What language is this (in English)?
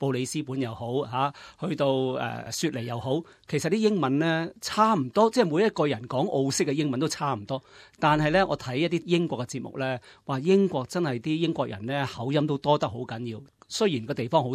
Cantonese